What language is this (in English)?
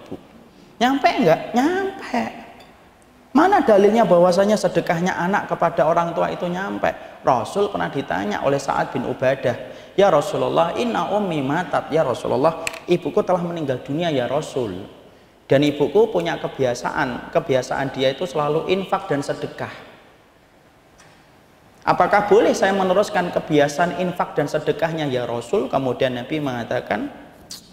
Indonesian